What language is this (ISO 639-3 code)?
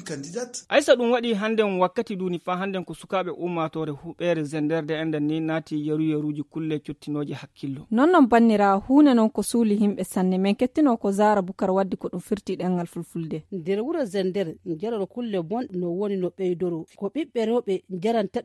fuv